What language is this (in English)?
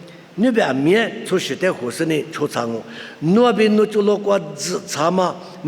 Lisu